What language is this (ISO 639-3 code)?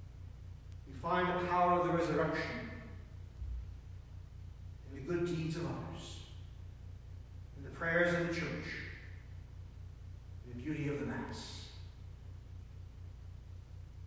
eng